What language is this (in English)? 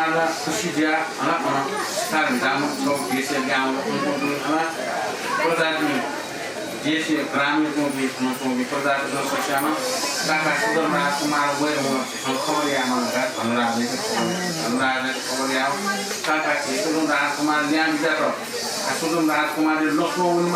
Newari